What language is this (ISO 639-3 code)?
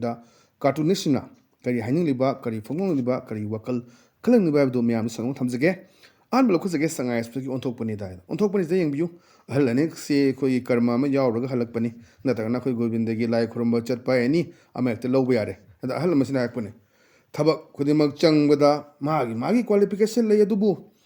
mni